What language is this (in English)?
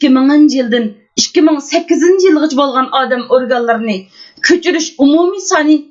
Uyghur